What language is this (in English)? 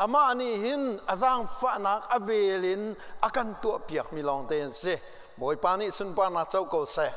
Hakha Chin